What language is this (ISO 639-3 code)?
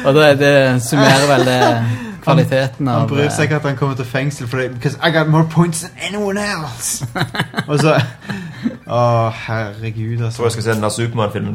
nor